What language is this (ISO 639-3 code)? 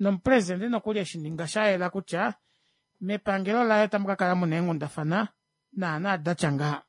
kua